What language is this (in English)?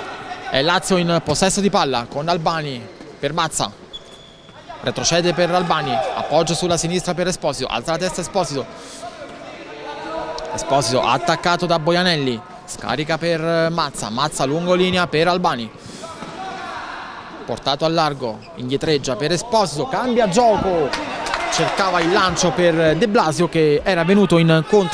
Italian